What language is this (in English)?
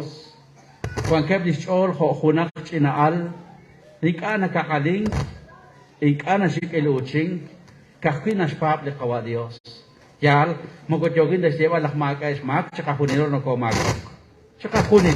Kekchí